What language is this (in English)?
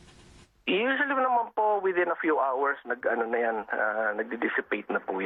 Filipino